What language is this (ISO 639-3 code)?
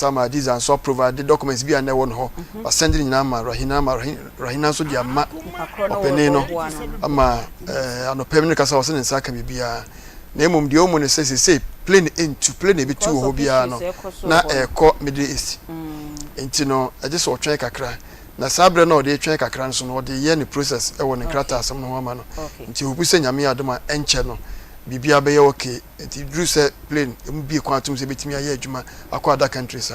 aka